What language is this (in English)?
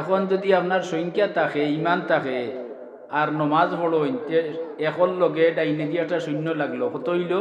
Sylheti